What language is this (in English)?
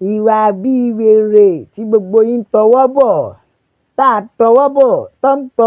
Yoruba